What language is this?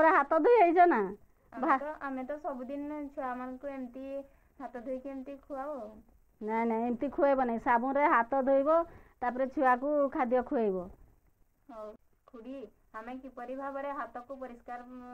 Odia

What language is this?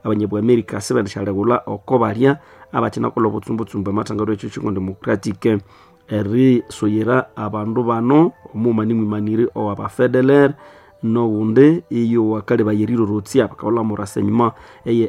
Nande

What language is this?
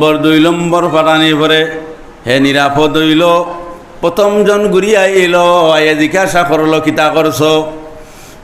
Sylheti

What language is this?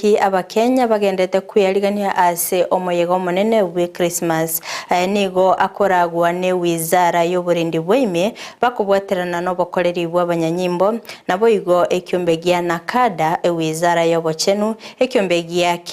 Gusii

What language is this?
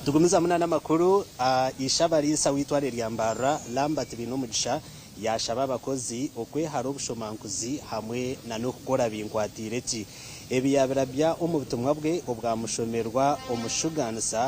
Nyankole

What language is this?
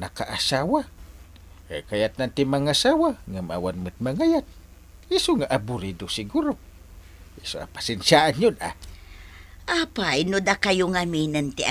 Iloko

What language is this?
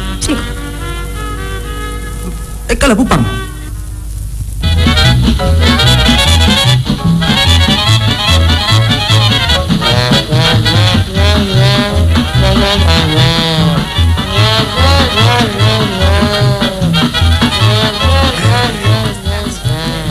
Greek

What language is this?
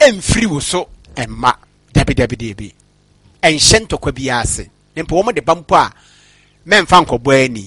Akan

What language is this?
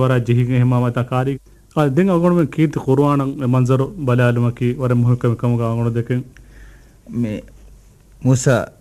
Divehi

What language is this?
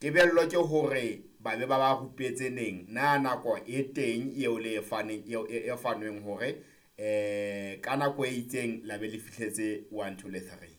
Southern Sotho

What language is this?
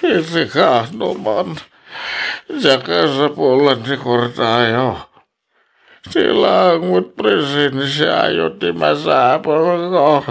Iloko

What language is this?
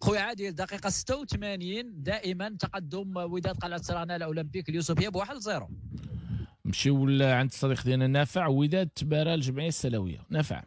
Moroccan Arabic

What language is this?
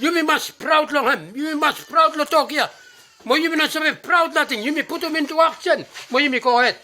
Bislama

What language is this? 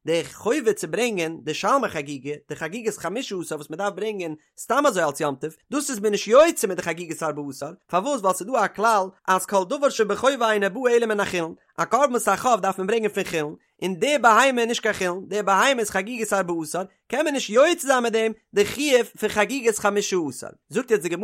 Yiddish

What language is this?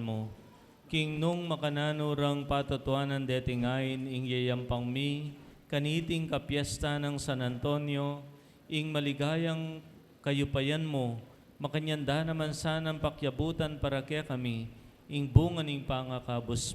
Pampanga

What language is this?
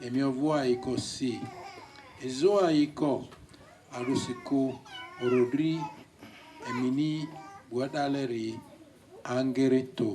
Lugbara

